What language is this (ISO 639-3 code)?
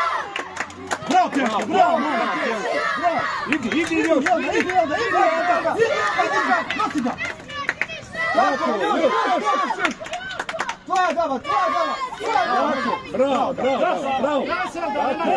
hrv